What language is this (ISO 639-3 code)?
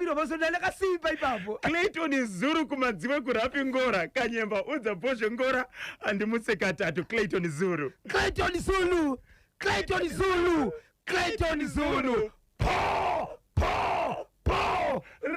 sna